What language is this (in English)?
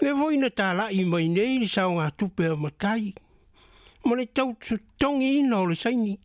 Samoan